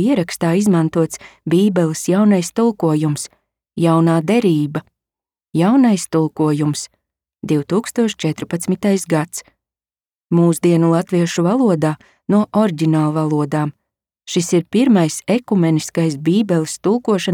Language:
Latvian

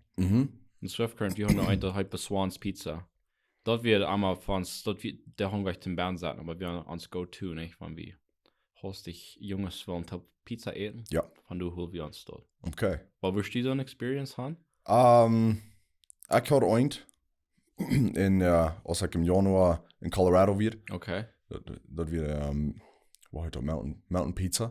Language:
Plautdietsch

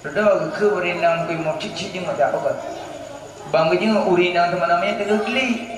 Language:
Achinese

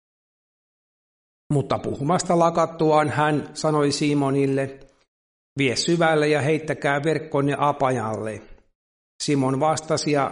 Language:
Finnish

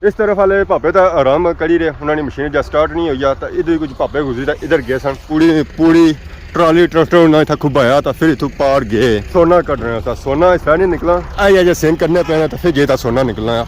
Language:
Pahari-Potwari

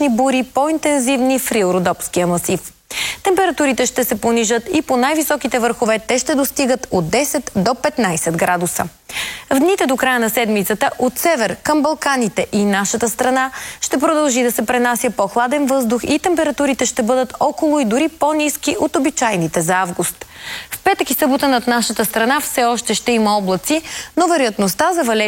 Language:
Bulgarian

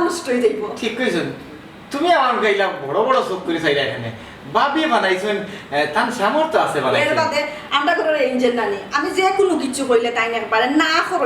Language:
Sylheti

